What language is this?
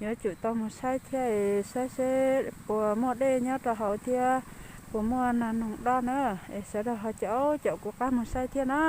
Hmong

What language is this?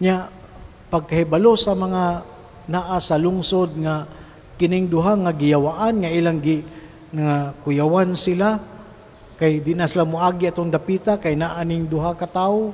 Cebuano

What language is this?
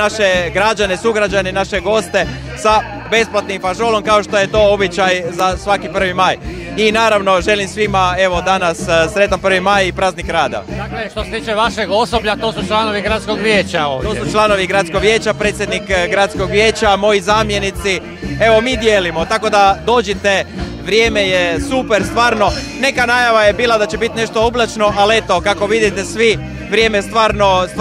Croatian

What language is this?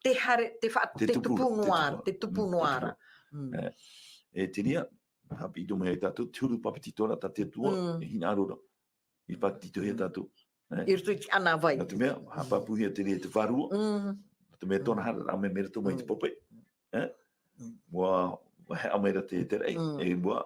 Tahitian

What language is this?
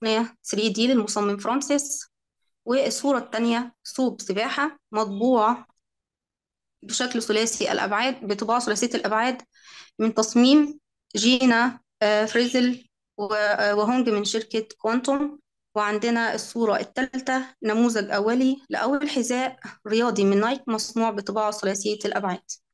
Arabic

